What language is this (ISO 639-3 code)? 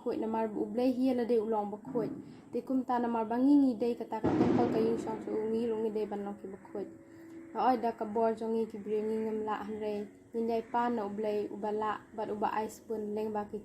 kha